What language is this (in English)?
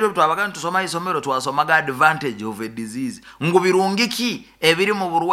Nyoro